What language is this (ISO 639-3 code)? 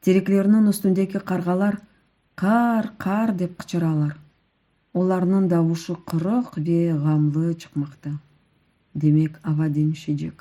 crh